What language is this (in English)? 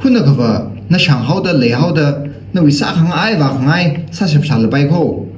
Tangkhul Naga (India)